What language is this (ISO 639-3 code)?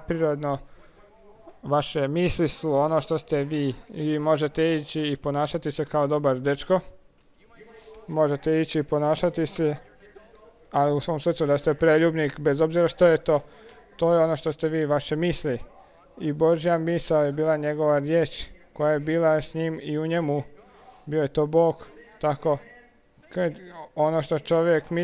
hrv